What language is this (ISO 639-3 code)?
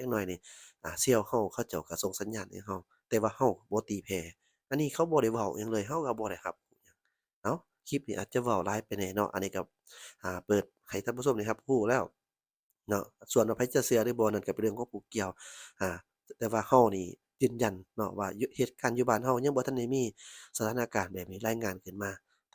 lao